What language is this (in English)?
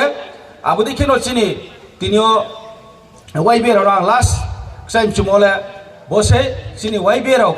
Riang (India)